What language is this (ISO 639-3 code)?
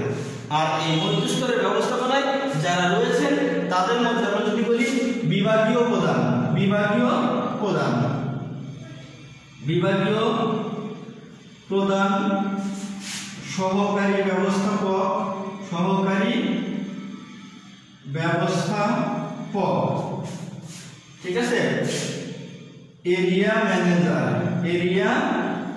ben